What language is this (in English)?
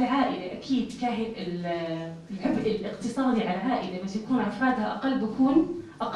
North Levantine Arabic